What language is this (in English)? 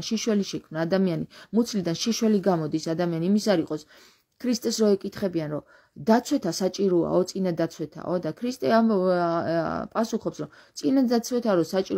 Georgian